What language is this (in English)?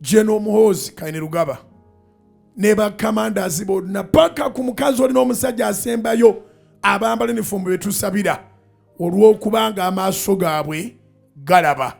Ganda